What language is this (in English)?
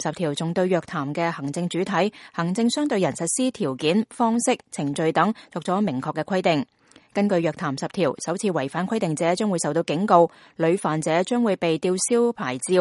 Cantonese